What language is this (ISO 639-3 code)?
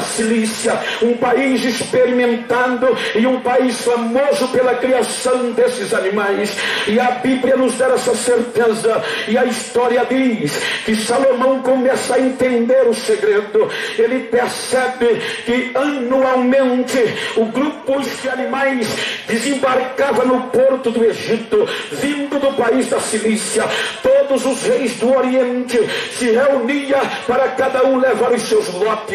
por